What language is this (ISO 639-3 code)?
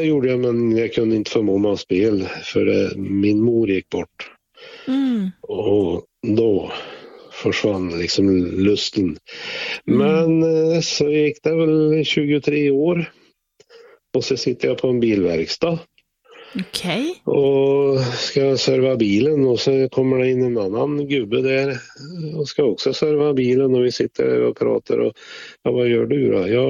swe